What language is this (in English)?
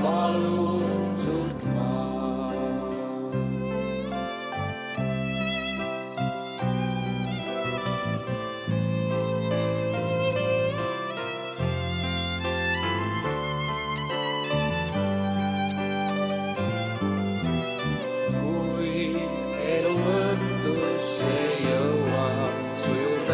Estonian